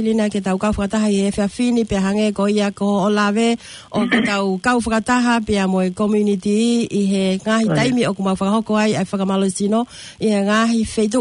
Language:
Tongan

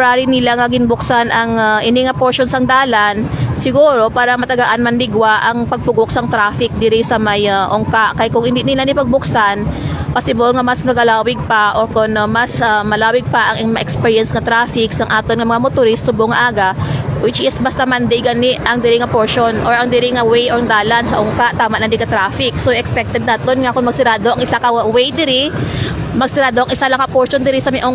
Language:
Hiligaynon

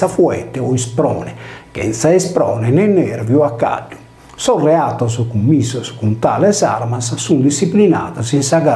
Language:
Sardinian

